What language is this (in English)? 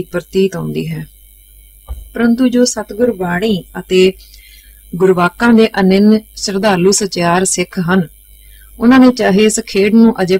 Punjabi